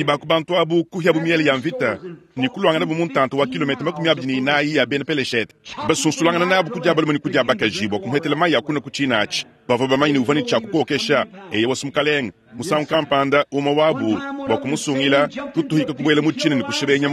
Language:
Luba-Lulua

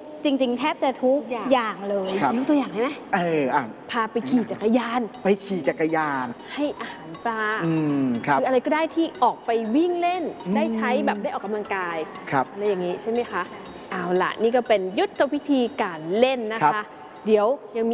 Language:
Thai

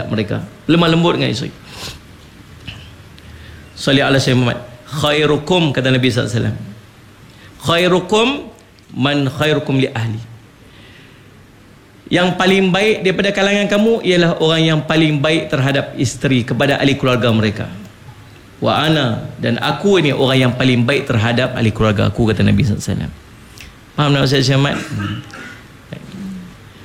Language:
Malay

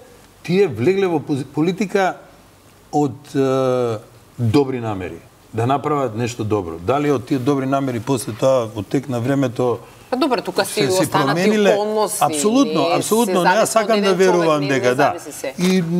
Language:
Macedonian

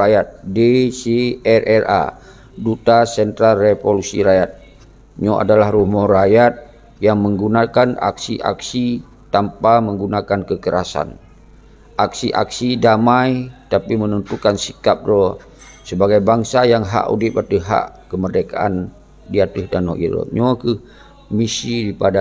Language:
Achinese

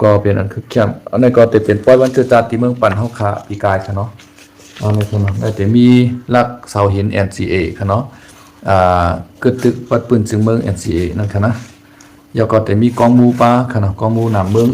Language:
Shan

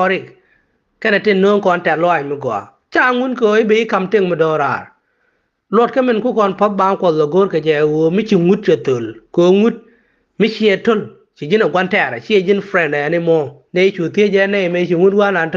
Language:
Nuer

